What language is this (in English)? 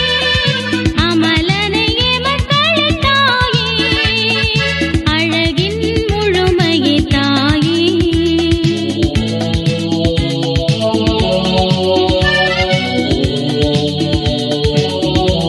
Tamil